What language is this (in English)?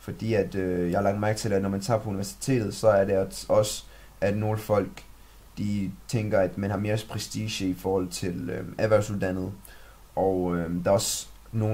Danish